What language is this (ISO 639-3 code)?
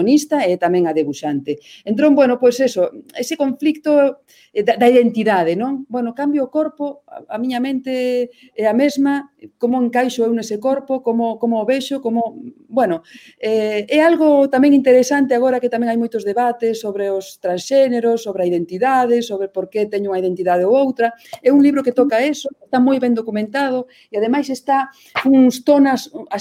glg